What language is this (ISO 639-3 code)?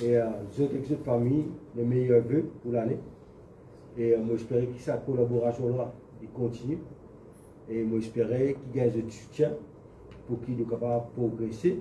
mfe